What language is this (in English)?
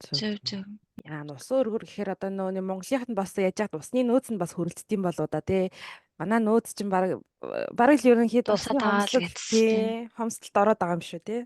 Mongolian